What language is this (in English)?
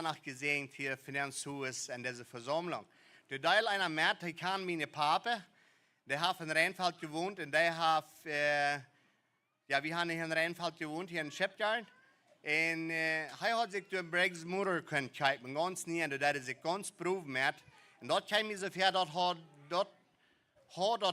Plautdietsch